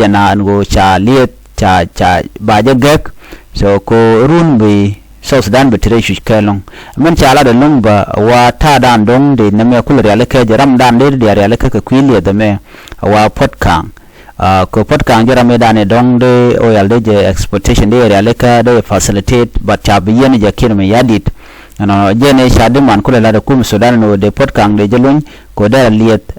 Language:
Nuer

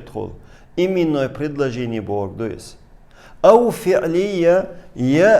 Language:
Chechen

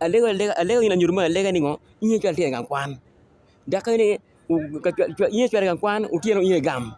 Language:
Acoli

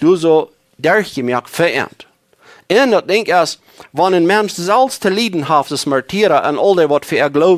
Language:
Plautdietsch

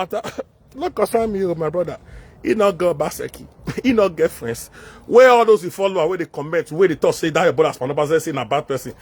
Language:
Nigerian Pidgin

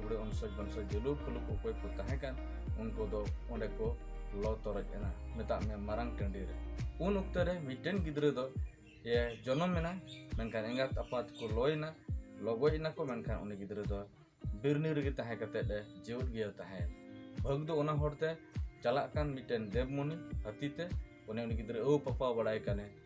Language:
Santali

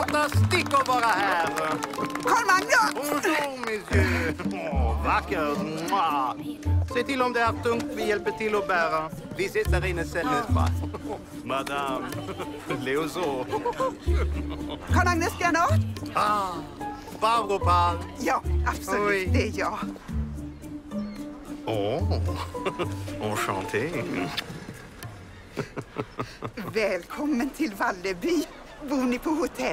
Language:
Swedish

